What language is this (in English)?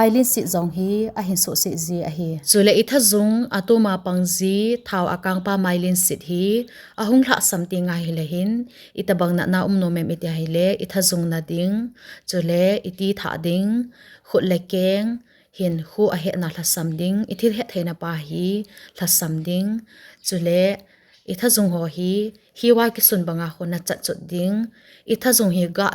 Thado Chin